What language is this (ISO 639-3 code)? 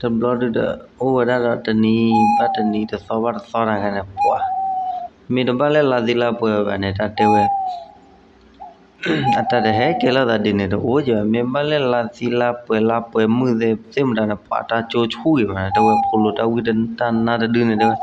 ksw